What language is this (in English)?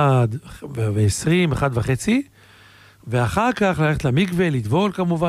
Hebrew